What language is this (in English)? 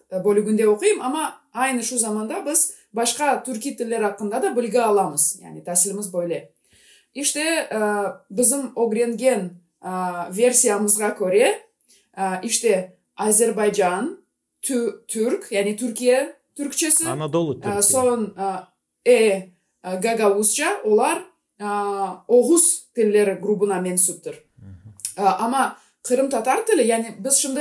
Gagauz